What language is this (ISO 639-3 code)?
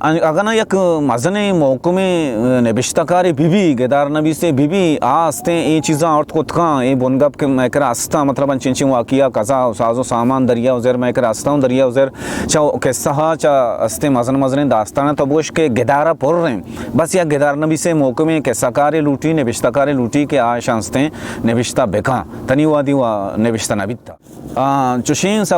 bal